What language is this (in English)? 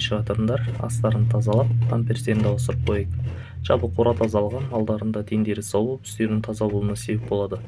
Kazakh